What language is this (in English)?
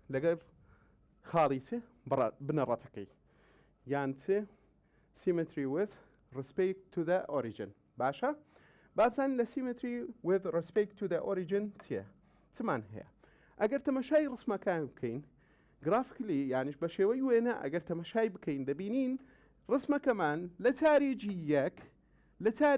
Central Kurdish